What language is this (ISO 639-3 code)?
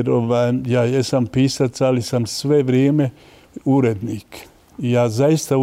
bos